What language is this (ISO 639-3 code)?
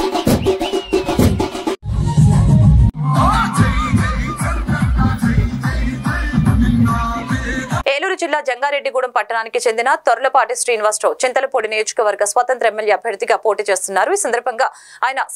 tel